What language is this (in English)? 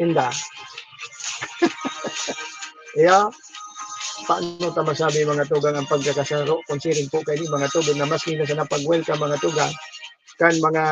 Bikol